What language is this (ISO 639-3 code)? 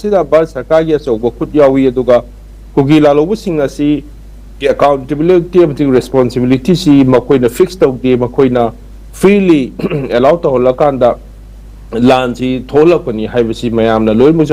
mni